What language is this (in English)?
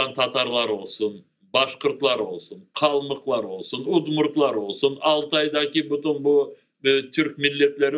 Crimean Tatar